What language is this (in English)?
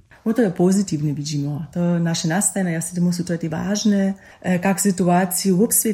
Upper Sorbian